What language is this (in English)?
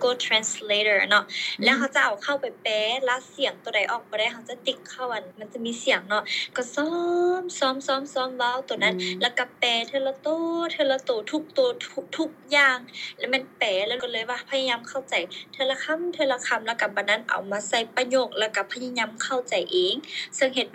Lao